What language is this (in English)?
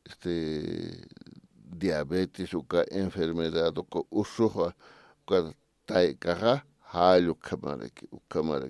Aymara